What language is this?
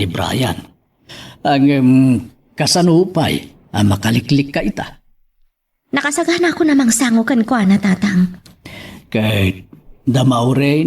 Iloko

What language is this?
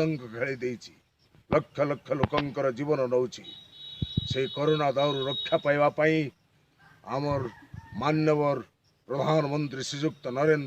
Odia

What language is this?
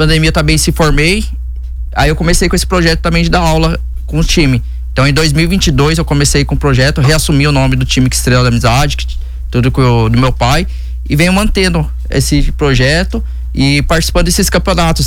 Portuguese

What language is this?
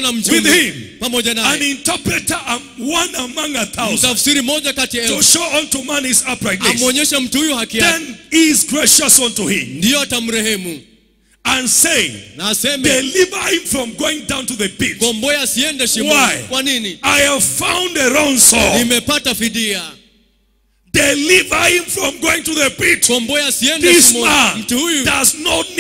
Swahili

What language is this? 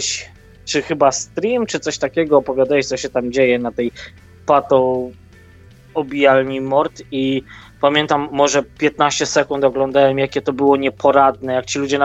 Polish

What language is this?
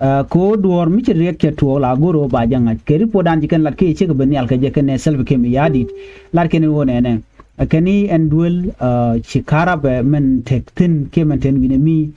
Nuer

